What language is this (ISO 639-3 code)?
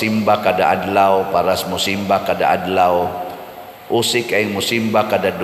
ceb